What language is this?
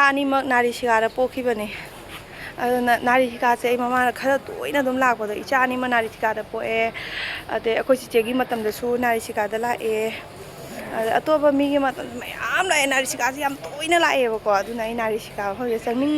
Manipuri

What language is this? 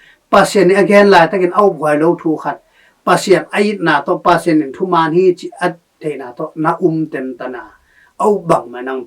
Tedim Chin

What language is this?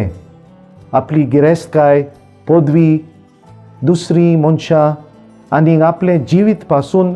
Konkani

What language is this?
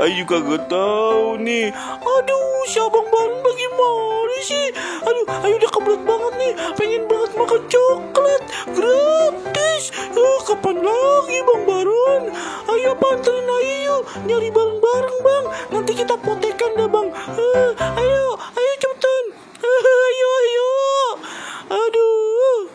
Betawi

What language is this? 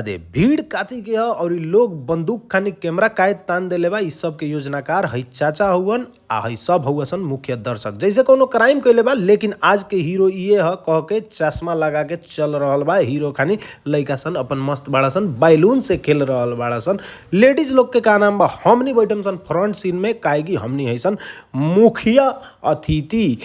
Bhojpuri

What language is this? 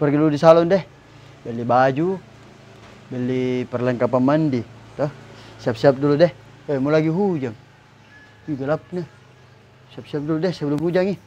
Makassar Malay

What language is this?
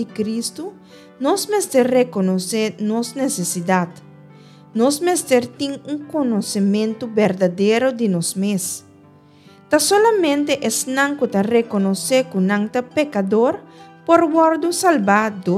Papiamento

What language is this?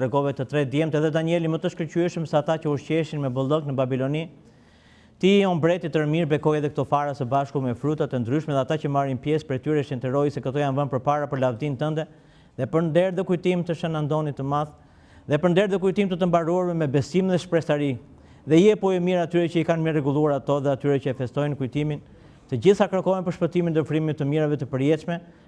Albanian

